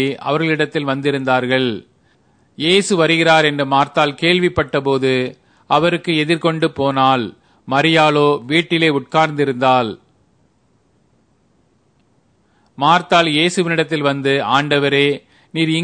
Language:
Tamil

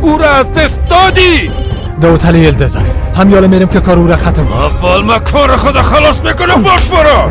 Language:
Persian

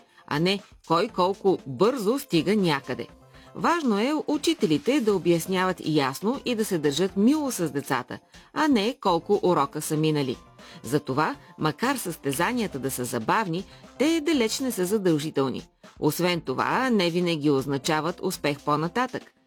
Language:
Bulgarian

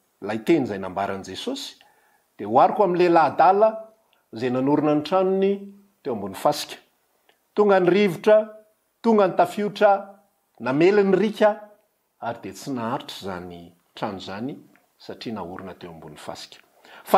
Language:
Malagasy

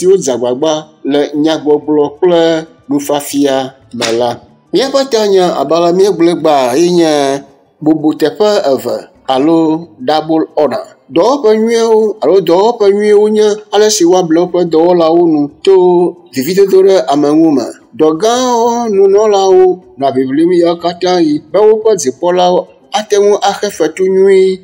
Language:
Ewe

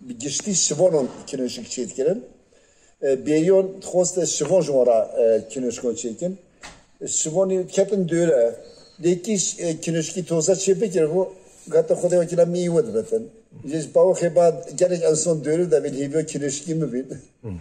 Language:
Kurdish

